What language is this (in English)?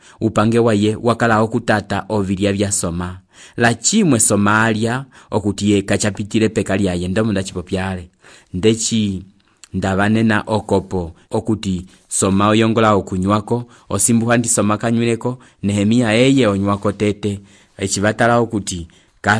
Umbundu